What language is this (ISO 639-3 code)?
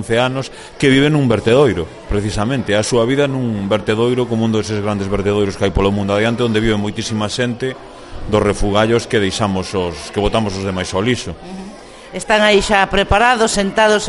glg